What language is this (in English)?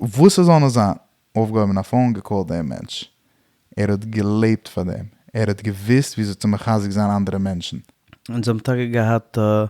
Yiddish